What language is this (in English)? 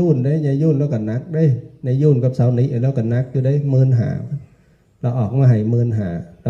Northeastern Thai